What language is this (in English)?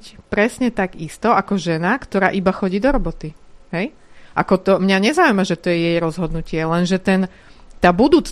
Slovak